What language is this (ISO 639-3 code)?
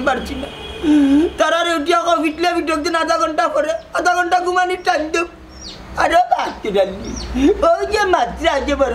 syl